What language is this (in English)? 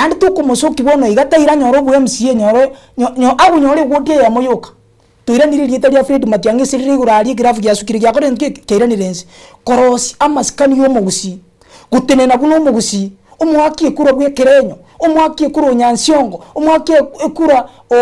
Gusii